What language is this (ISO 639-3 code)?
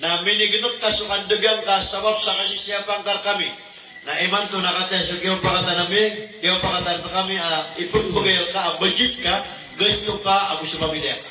mrw